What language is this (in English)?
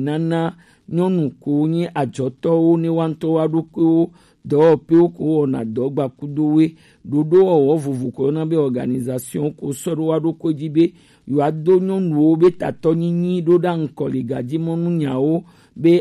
Gen